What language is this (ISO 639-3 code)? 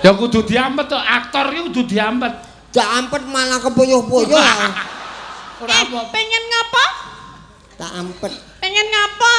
jav